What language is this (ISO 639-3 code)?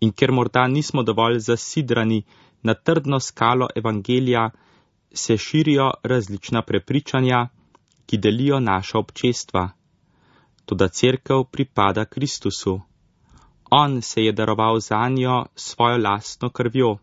slv